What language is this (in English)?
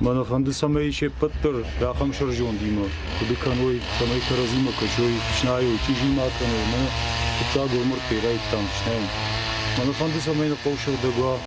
Ossetic